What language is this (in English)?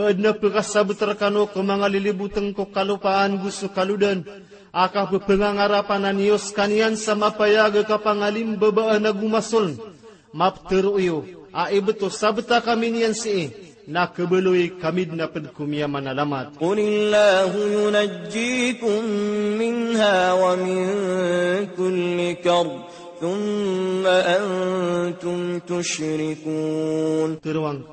Maranao